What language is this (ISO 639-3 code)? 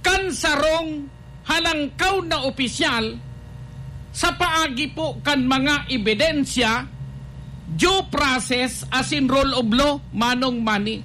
bik